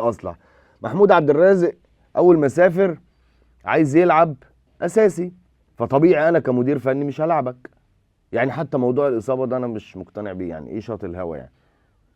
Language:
Egyptian Arabic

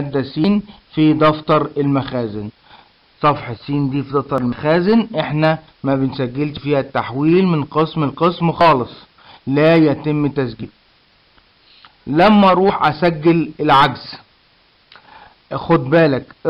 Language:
Egyptian Arabic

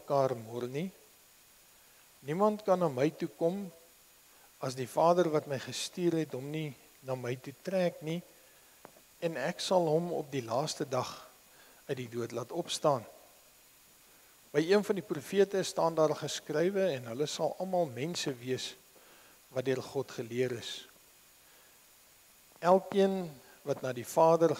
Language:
Afrikaans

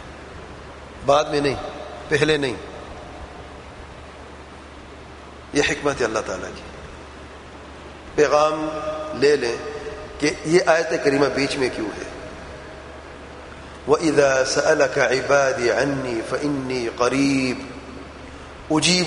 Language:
Urdu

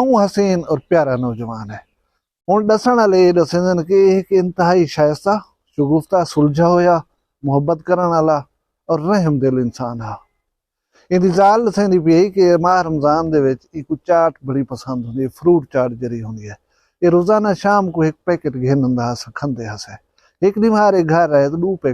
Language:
Saraiki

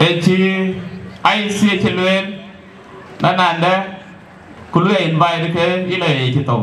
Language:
Dinka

